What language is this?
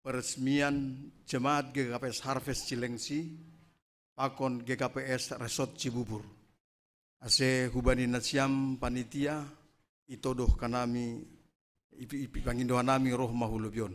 Batak Simalungun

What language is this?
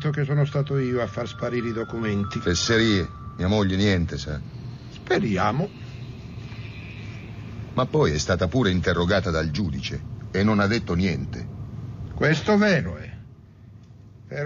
Italian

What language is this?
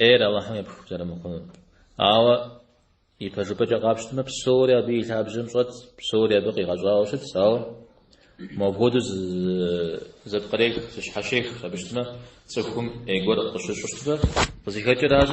Kabardian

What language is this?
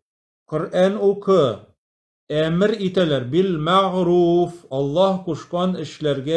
Tatar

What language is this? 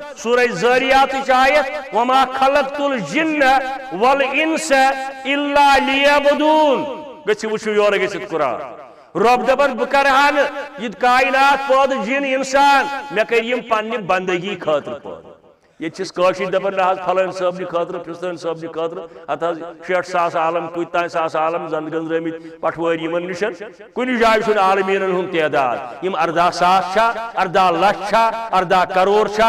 Kashmiri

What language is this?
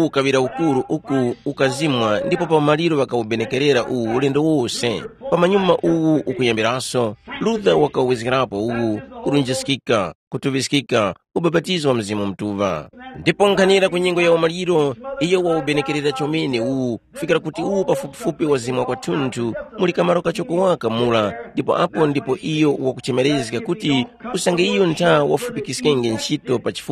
Tumbuka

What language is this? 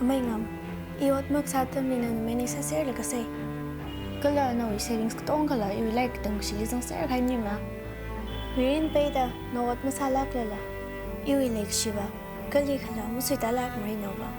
Tangkhul Naga (India)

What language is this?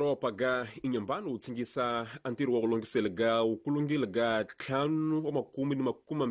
Tsonga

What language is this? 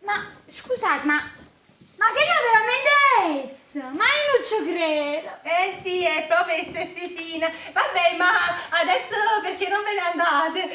Neapolitan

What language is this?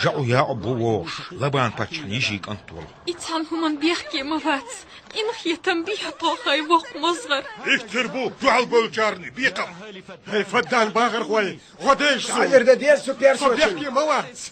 Chechen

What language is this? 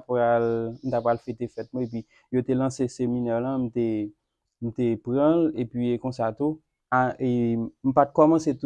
Haitian Creole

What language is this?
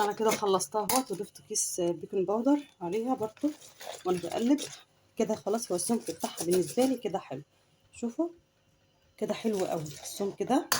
Egyptian Arabic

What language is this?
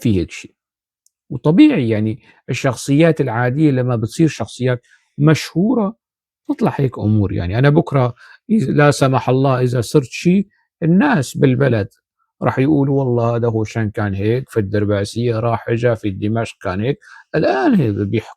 North Levantine Arabic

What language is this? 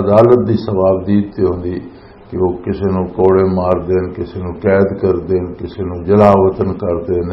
Western Panjabi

